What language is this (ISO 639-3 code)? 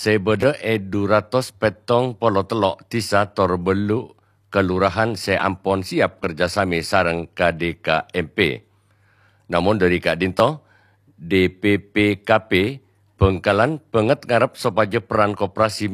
mad